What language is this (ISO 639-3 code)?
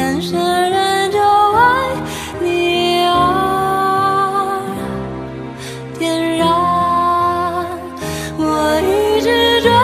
zho